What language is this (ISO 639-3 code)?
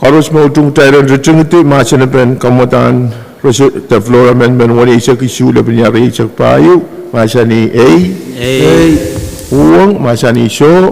pon